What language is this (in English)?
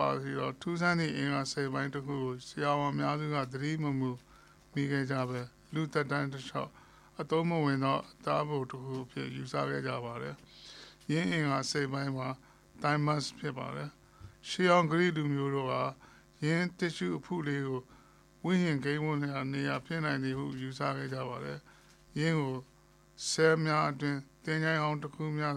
Burmese